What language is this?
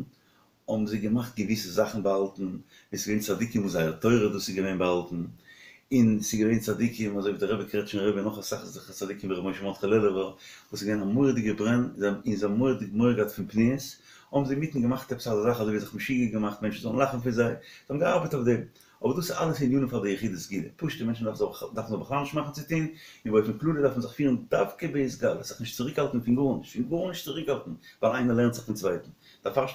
Yiddish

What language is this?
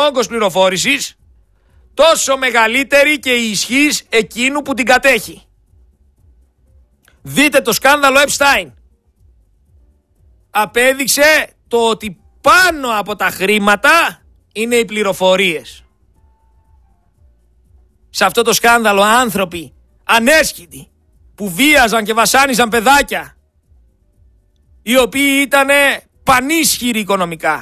Greek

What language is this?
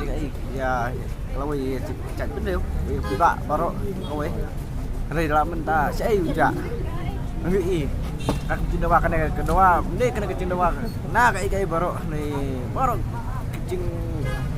Khasi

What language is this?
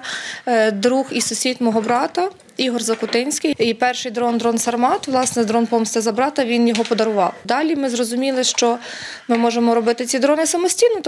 Ukrainian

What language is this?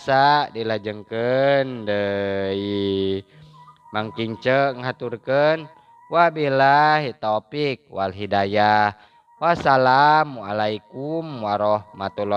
Sundanese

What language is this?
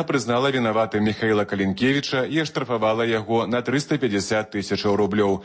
Belarusian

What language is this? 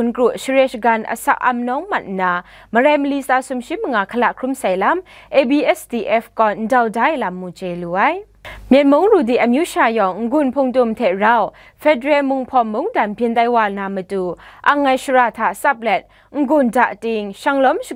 Kachin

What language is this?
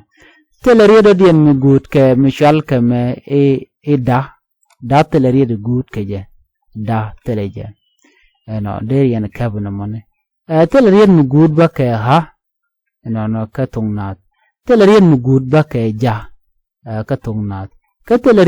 Nuer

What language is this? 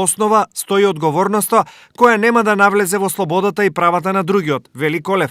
Macedonian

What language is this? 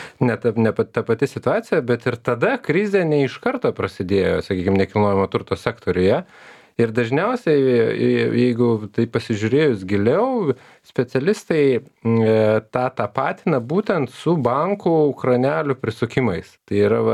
Lithuanian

